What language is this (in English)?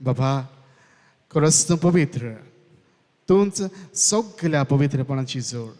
Konkani